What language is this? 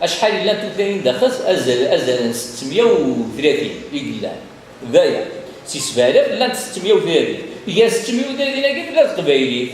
Kabyle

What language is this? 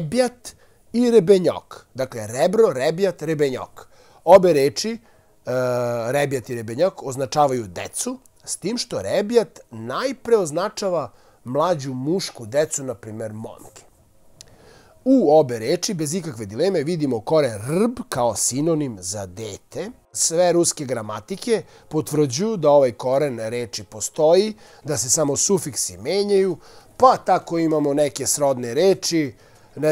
Serbian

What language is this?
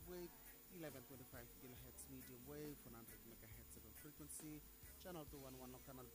Bislama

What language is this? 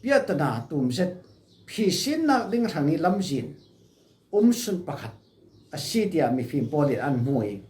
Falam Chin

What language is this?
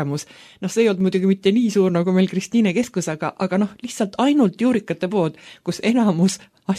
Estonian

